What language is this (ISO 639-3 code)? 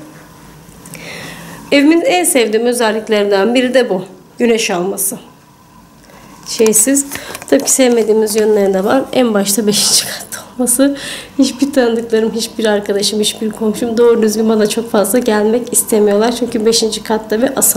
tur